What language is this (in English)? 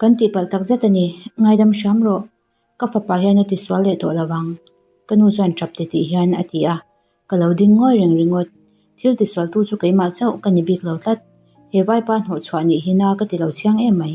Mizo